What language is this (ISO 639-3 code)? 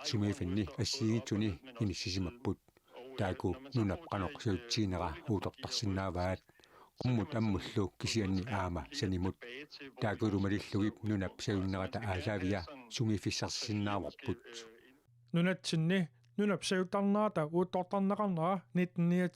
kal